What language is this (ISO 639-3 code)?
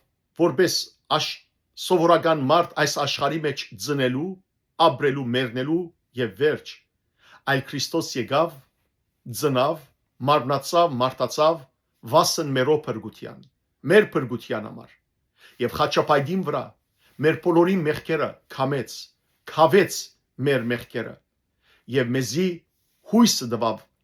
hyw